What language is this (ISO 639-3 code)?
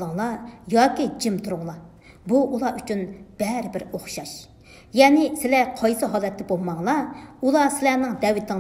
uig